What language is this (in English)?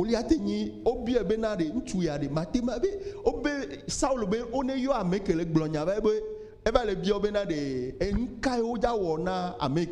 Ewe